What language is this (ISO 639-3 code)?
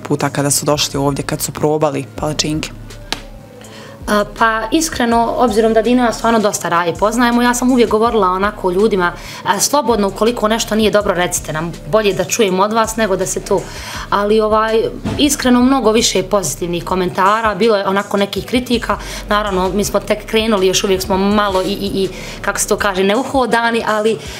bos